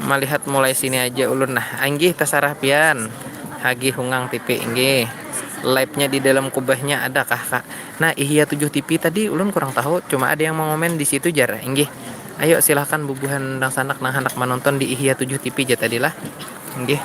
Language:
Banjar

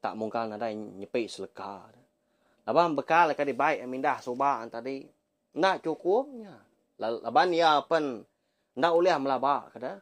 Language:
Iban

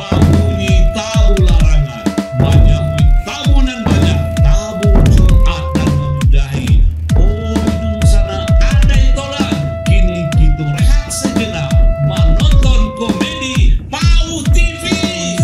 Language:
Minangkabau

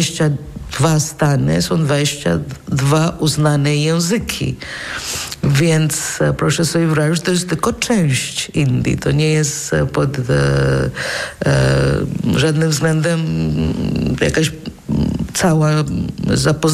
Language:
Polish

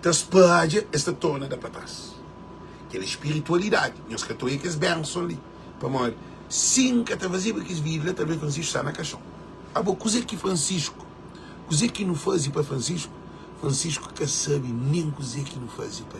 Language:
Kabuverdianu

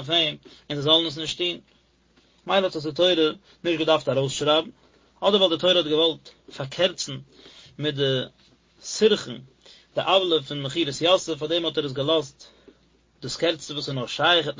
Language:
Yiddish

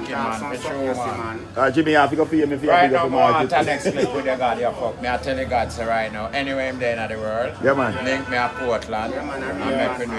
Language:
Jamaican Creole English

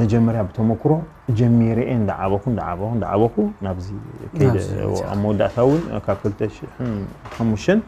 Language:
Tigrinya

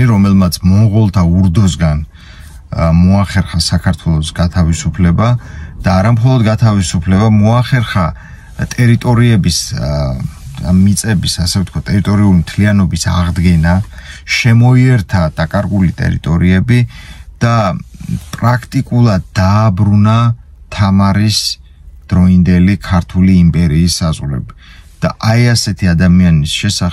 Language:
Georgian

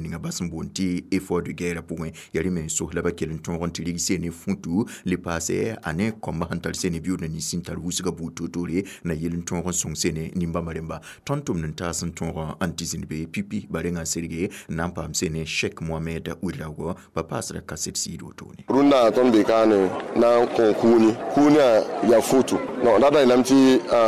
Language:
Mossi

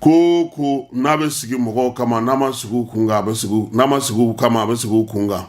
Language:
Bambara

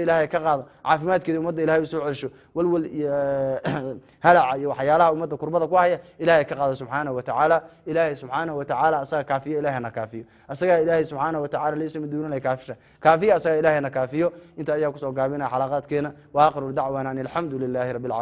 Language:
Somali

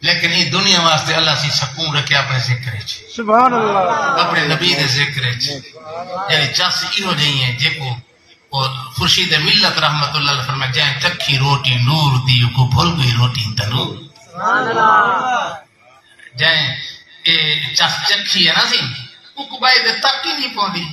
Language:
Saraiki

